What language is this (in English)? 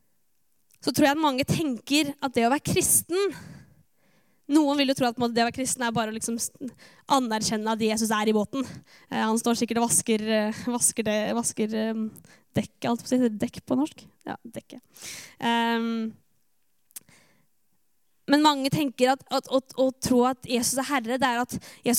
Norwegian